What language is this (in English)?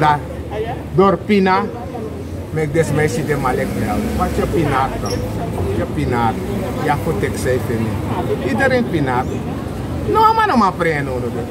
Sranan Tongo